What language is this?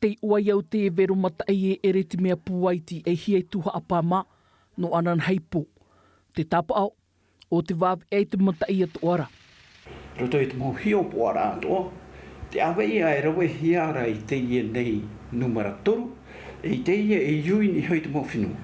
Tahitian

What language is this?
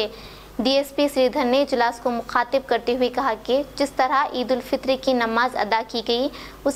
Hindi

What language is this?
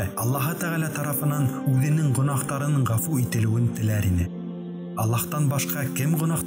Bashkir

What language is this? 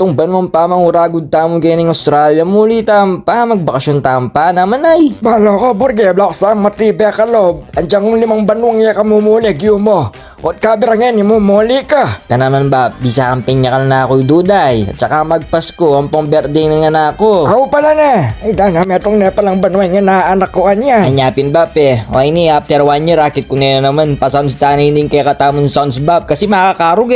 Pampanga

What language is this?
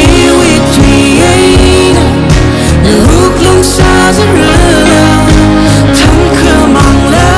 Tangkhul Naga (India)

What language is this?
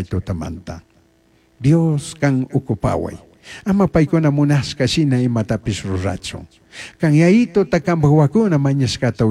Chimborazo Highland Quichua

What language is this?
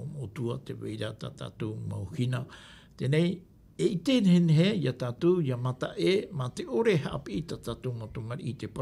Tahitian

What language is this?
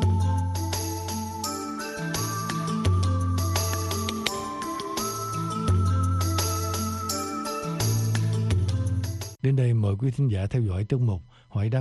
Vietnamese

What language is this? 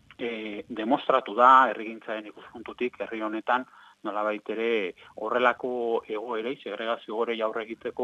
Basque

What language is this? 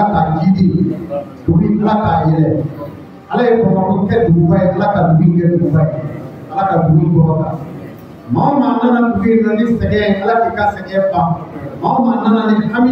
Bambara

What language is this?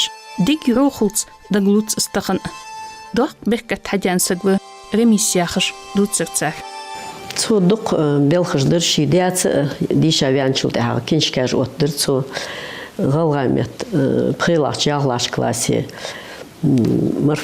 Ingush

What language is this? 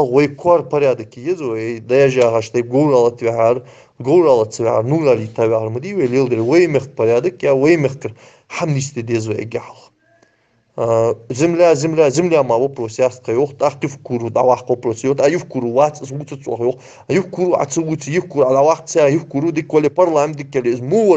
Ingush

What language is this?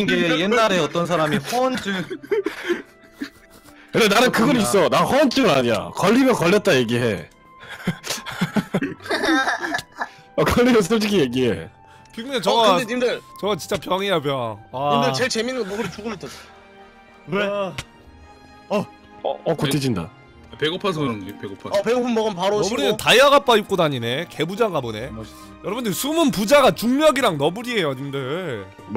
Korean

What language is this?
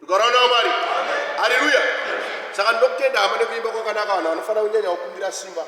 Shona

